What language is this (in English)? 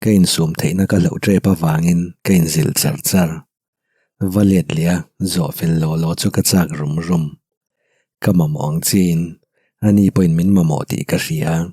Mizo